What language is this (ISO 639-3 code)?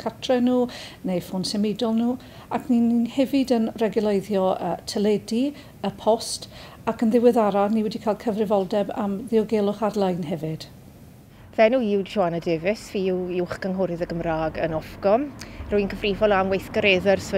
cym